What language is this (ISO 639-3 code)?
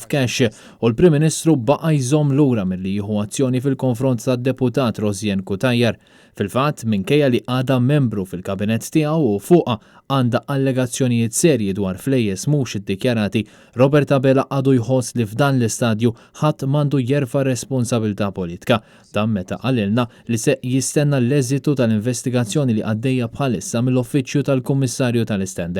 mlt